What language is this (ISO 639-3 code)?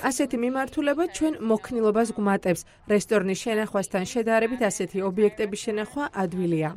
kat